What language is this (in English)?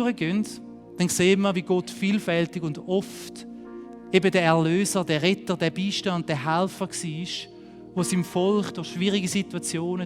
Swiss German